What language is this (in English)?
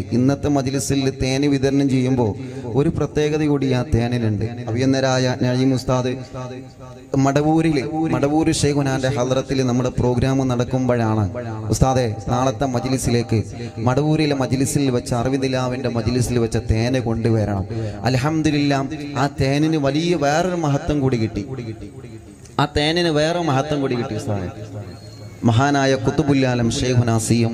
Malayalam